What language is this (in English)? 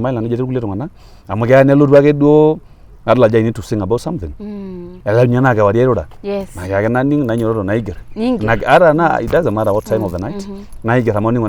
Masai